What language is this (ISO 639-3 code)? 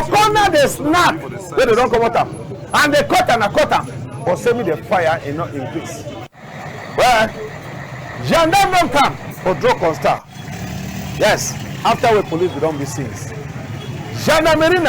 wes